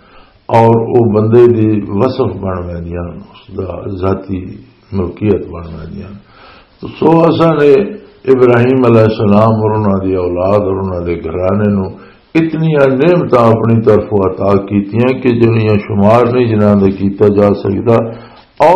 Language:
Western Panjabi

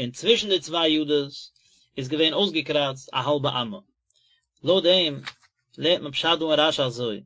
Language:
Yiddish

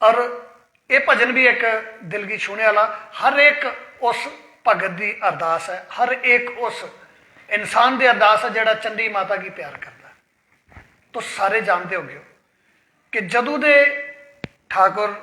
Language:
Dogri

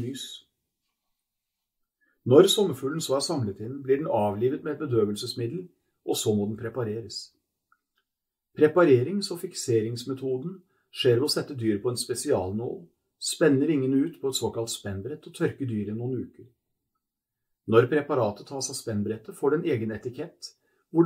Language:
Norwegian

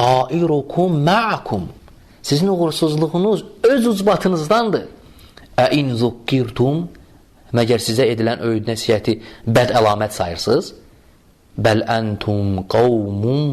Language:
Azerbaijani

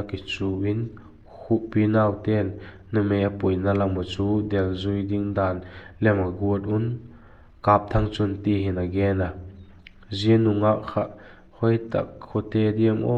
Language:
Vaiphei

